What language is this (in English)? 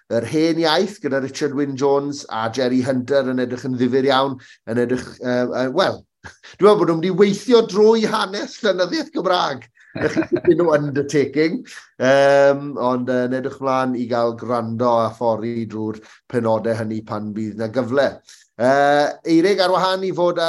Welsh